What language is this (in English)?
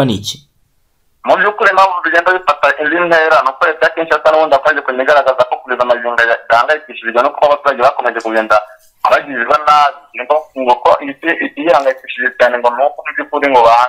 Kinyarwanda